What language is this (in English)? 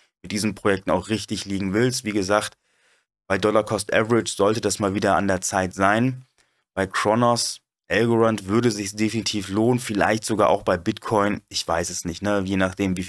German